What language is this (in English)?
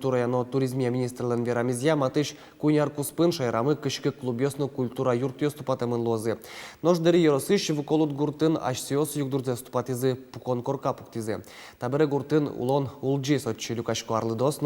Udmurt